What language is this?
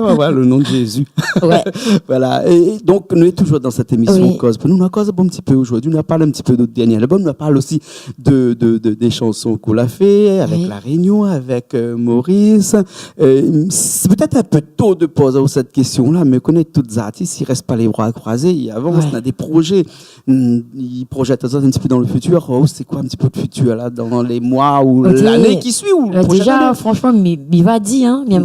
Réunion Creole French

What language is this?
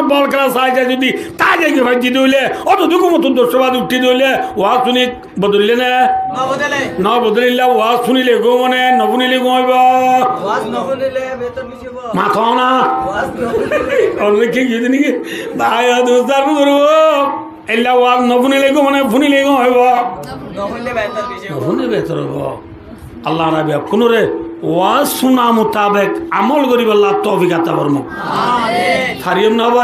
Rohingya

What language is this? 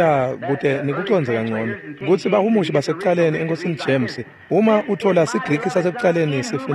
Swati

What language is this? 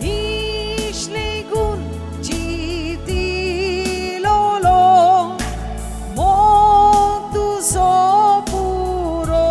Konkani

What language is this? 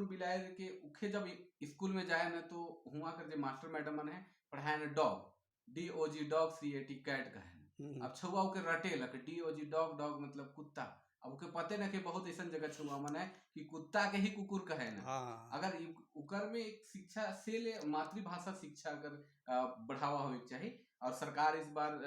Sadri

